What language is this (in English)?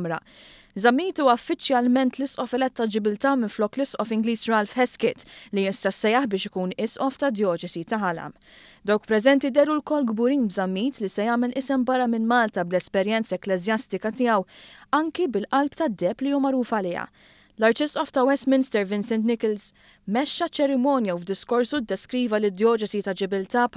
Maltese